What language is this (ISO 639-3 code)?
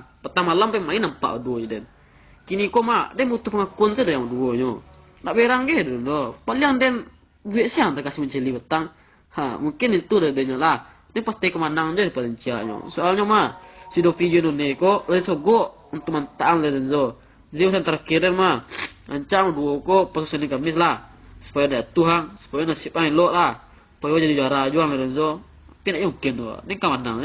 min